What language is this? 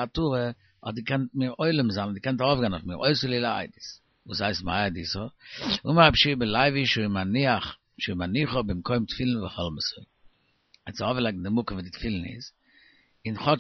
Yiddish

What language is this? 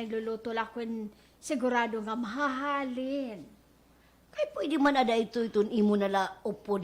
Waray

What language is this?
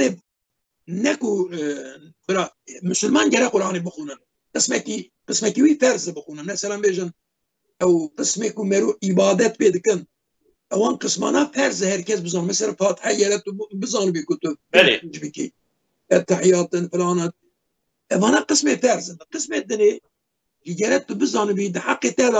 Kurdish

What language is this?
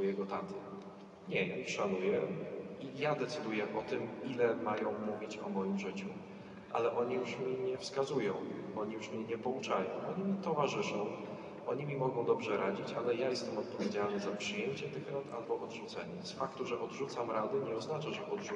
Polish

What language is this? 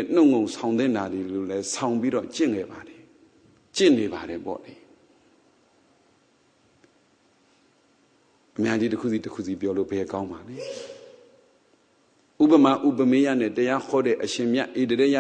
Burmese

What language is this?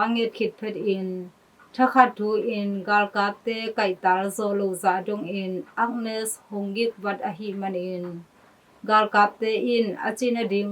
Tedim Chin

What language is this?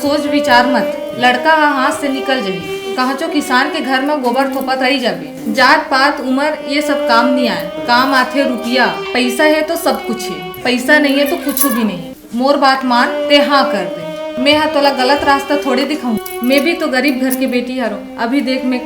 Chhattisgarhi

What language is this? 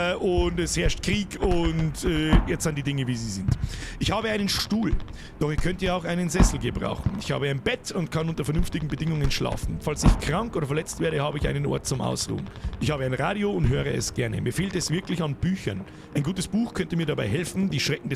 Bavarian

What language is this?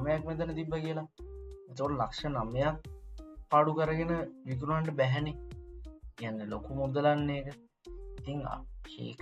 Sinhala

